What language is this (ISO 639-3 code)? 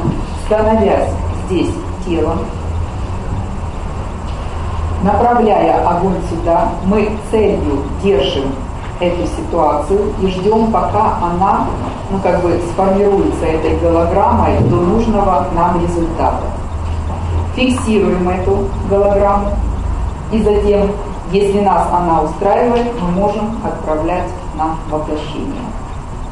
rus